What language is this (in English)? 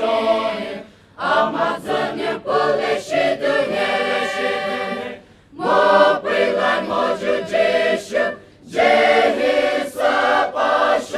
Poumei Naga